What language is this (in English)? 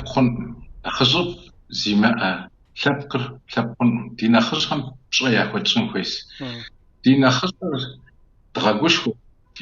Kabardian